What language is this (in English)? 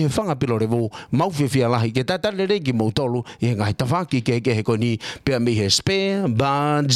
Tongan